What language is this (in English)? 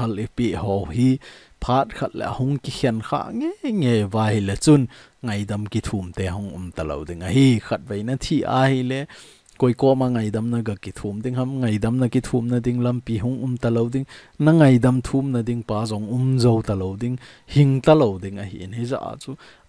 Thado Chin